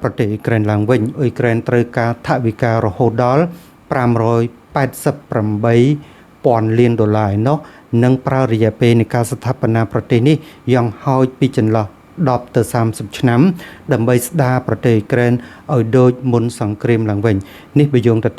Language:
Khmer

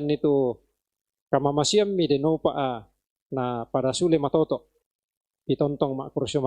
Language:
Toraja-Sa'dan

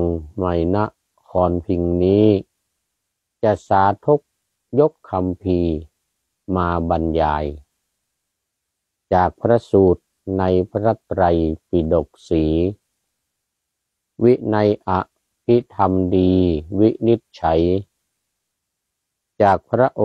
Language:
Thai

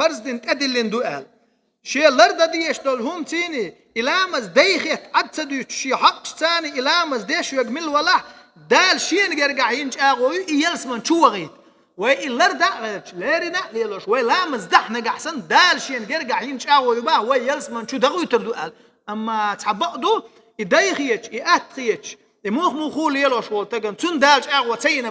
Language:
Chechen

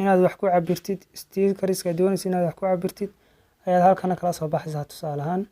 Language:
Somali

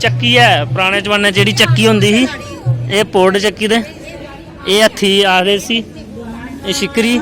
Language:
Dogri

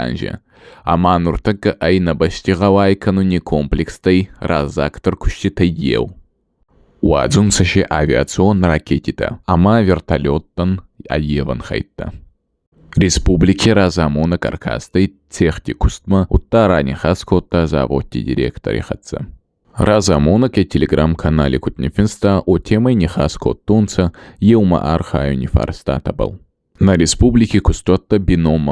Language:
Ossetic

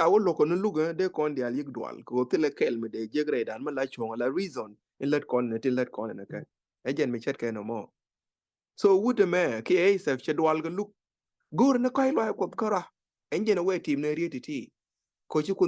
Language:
Nuer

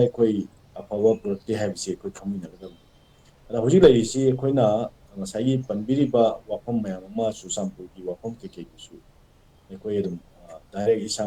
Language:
Manipuri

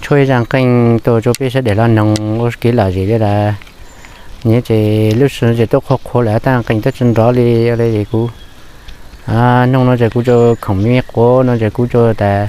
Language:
Hmong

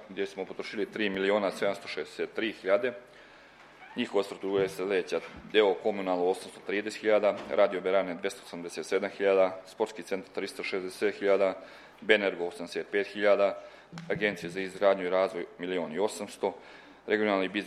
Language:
Serbian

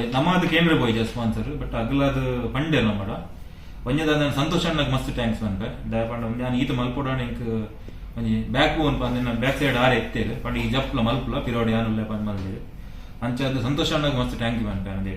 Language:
Tulu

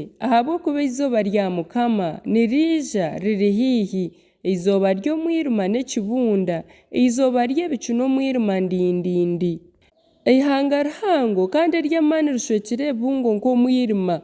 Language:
Nyankole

